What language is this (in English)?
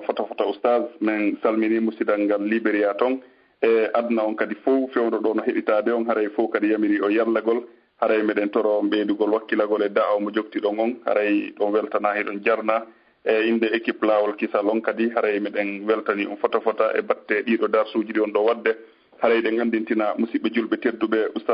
Fula